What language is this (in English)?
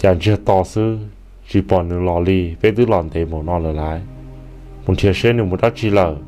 Hmong